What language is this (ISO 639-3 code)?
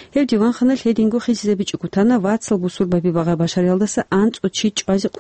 ava